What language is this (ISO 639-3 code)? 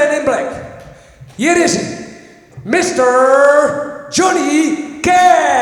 fry